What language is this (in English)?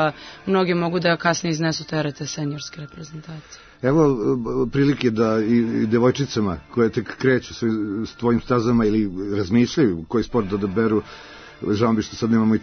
Serbian